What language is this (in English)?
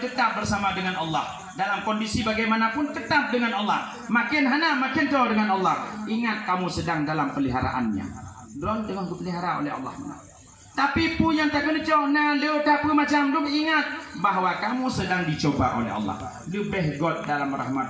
Achinese